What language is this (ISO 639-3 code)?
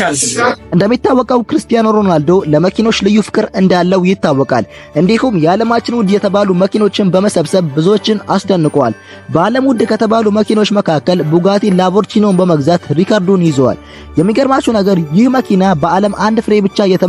amh